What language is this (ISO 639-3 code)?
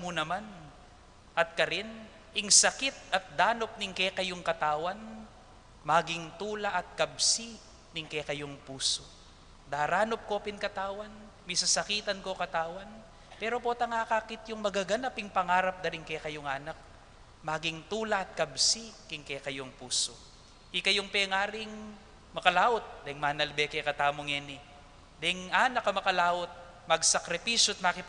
pam